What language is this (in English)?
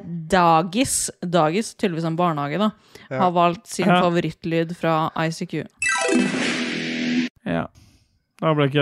Norwegian